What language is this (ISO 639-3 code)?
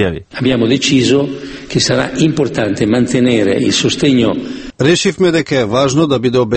mkd